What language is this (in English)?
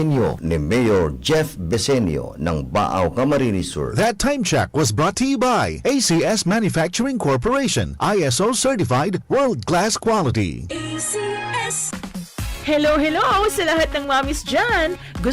Bikol